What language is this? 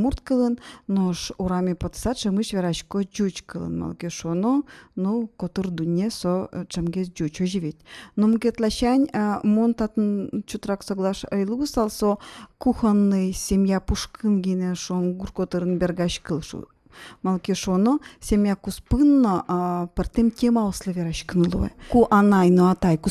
Udmurt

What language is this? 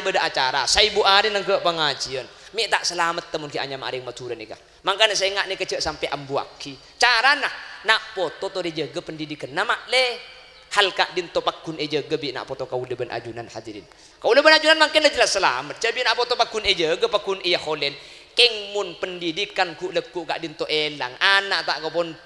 Madurese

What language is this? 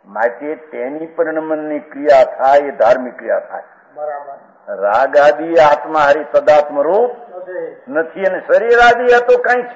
Gujarati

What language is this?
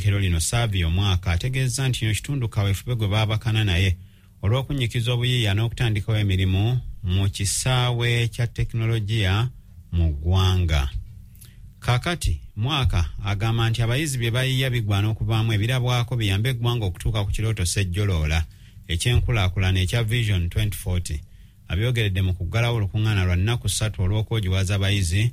Ganda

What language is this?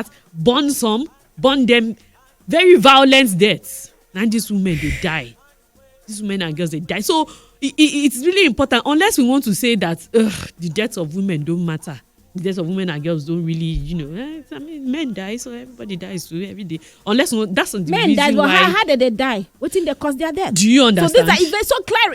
Nigerian Pidgin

